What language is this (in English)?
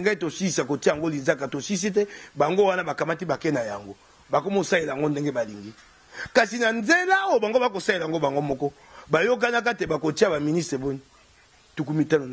Lingala